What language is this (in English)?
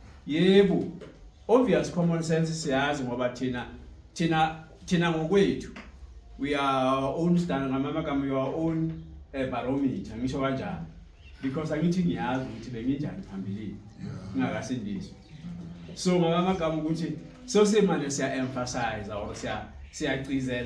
Zulu